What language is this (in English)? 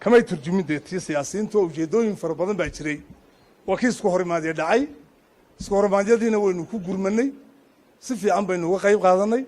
Somali